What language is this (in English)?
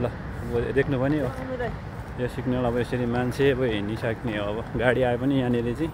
Nepali